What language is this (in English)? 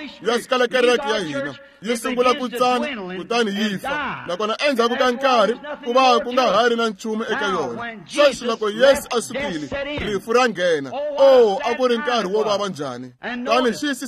Tsonga